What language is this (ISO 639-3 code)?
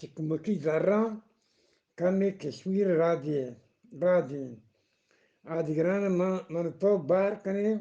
bgp